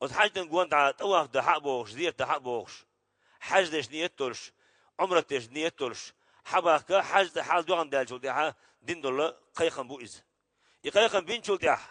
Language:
Chechen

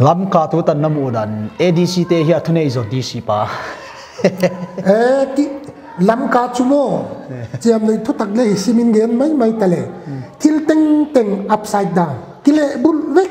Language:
Paite Chin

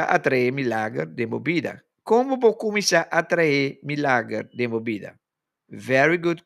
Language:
Papiamento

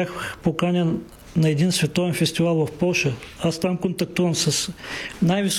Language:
Bulgarian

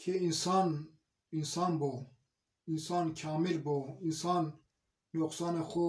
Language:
Zaza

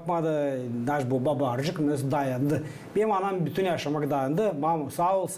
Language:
Gagauz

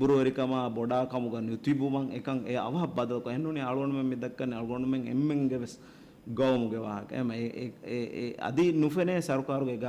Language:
Divehi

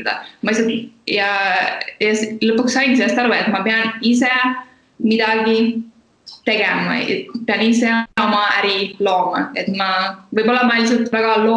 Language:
Estonian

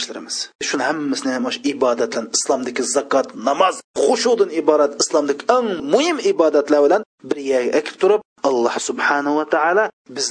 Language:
Uyghur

